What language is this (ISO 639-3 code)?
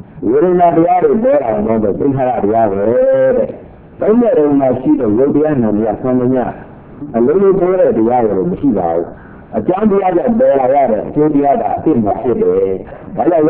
mya